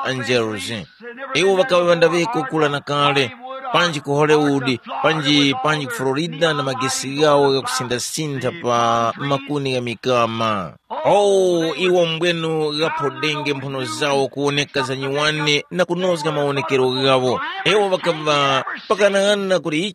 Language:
Tumbuka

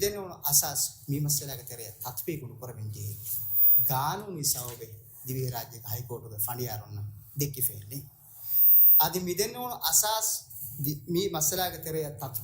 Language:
Divehi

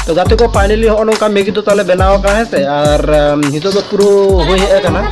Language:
Santali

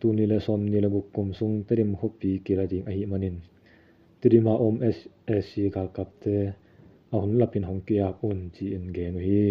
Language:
Tedim Chin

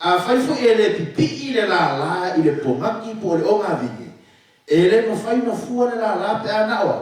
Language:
Samoan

